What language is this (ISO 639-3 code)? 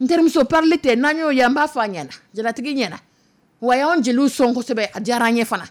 dyu